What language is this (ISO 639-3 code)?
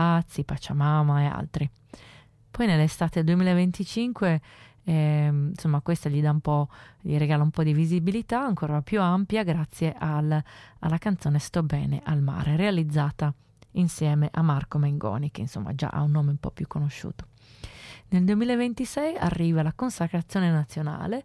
ita